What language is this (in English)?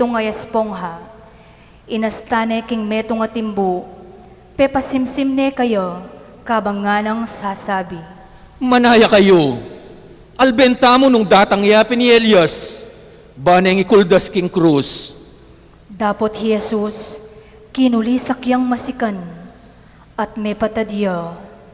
Pampanga